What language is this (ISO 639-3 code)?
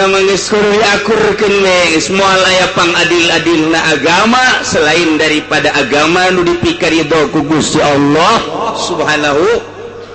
sun